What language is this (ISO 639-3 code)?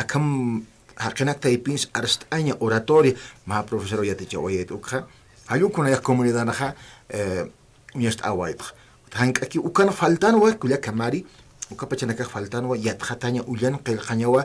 aym